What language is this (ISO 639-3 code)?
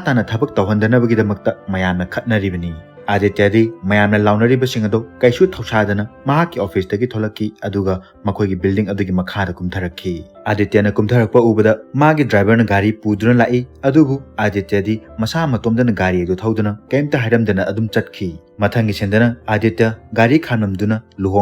mni